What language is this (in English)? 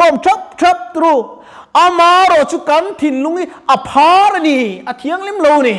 Mizo